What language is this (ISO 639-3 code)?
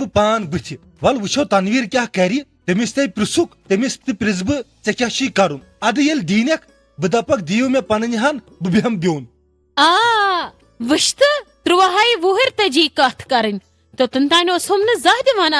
kas